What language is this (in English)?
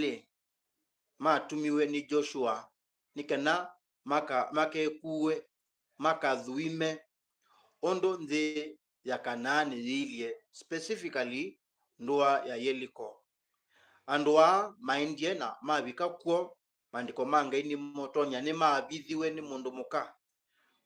Kamba